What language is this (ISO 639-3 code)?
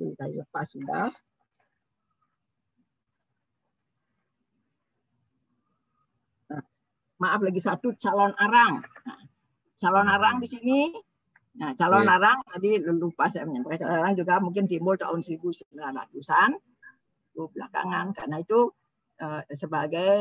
ind